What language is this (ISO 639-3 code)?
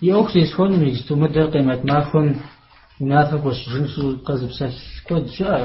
kbd